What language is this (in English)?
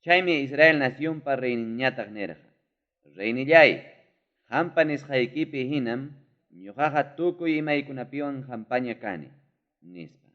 Ayacucho Quechua